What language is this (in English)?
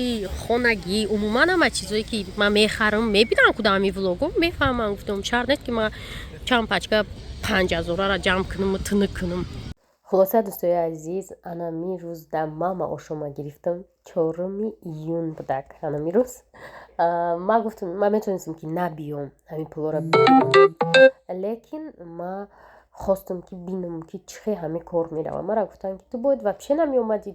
Tajik